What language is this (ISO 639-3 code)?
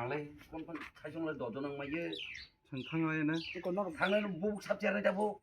trp